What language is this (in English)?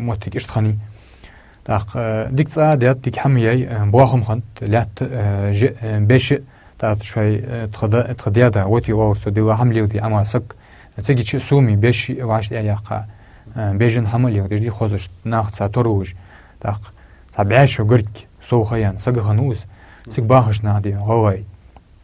Ingush